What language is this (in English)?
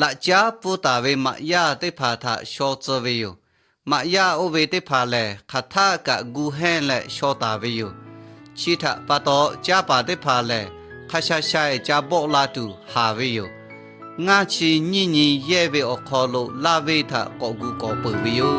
Lahu